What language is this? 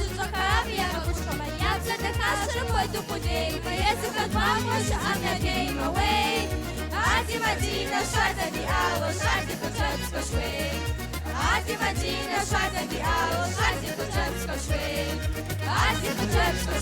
Kabardian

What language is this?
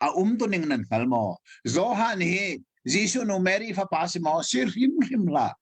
Hakha Chin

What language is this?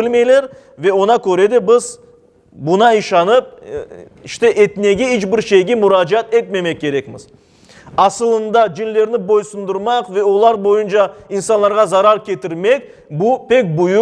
Crimean Tatar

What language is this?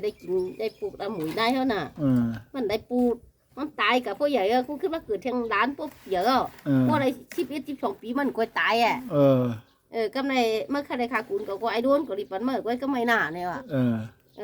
Shan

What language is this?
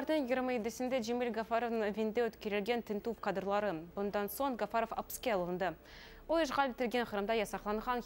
Crimean Tatar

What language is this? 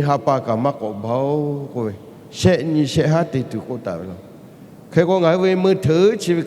Lahu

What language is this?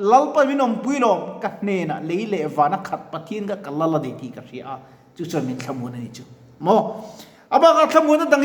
Mizo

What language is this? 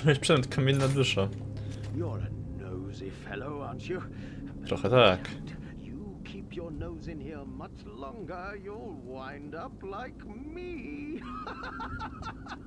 Polish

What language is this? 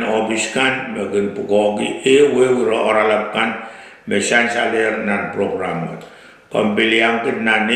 Pohnpeian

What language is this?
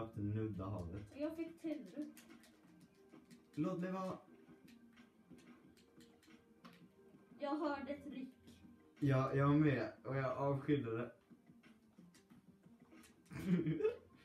Swedish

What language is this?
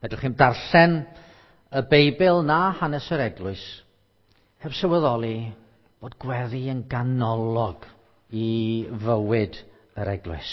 Welsh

